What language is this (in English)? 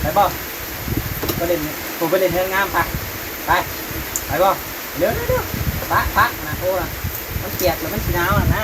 Northeastern Thai